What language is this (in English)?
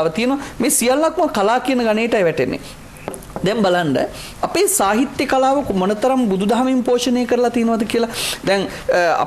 Sinhala